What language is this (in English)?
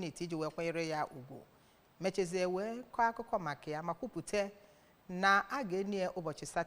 Igbo